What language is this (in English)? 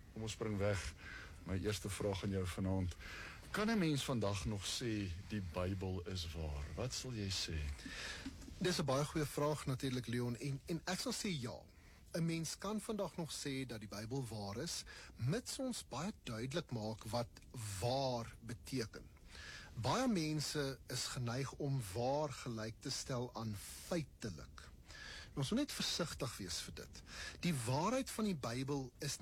Afrikaans